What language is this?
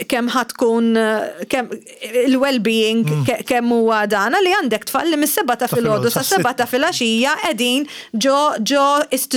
Maltese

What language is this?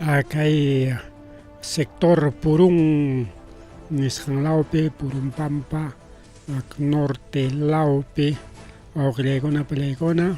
Ayacucho Quechua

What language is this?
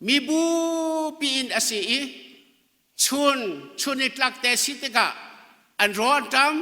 Hakha Chin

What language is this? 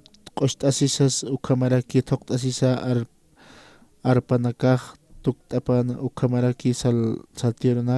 Aymara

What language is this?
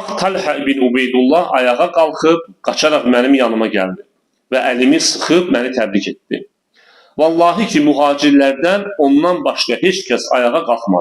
Azerbaijani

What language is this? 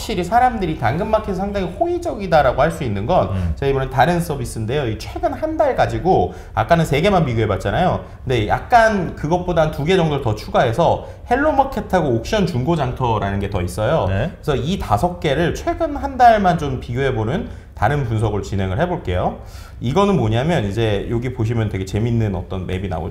Korean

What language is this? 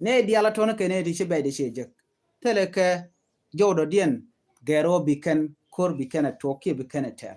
Nuer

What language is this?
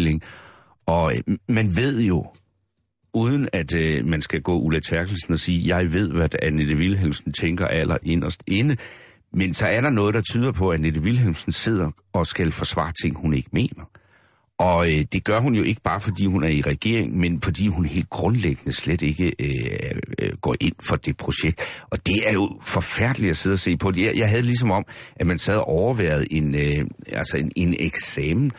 Danish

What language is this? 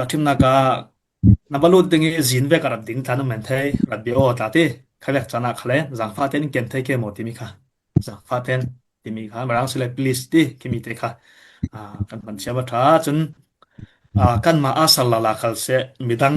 Falam Chin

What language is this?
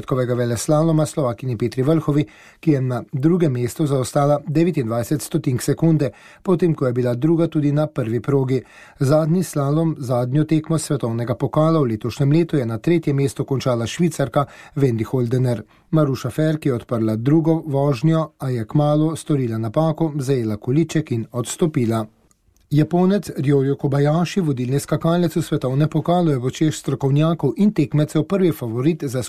Slovenian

